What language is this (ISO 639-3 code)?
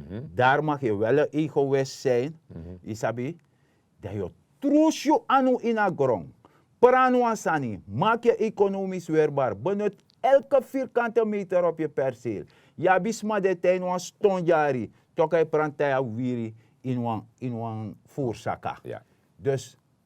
srn